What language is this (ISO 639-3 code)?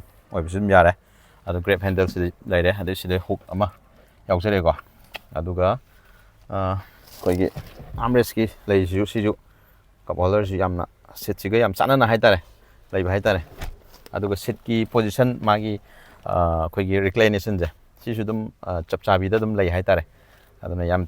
mni